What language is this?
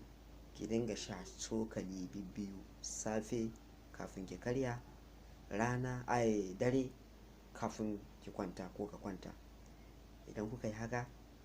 Hausa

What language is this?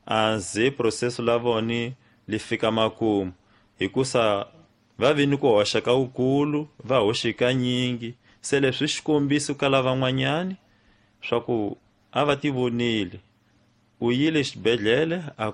Tsonga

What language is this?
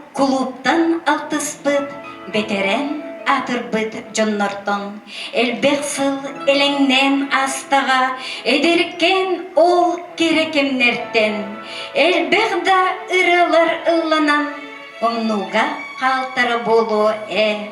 Yakut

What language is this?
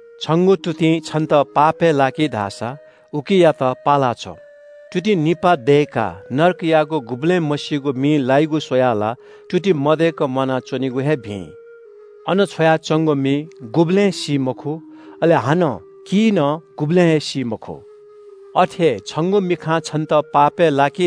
Newari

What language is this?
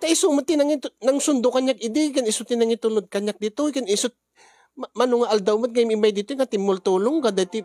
Iloko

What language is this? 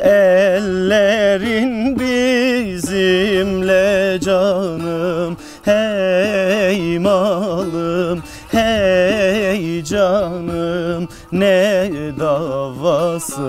Zaza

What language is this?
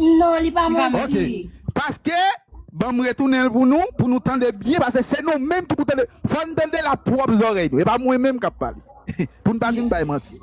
Haitian Creole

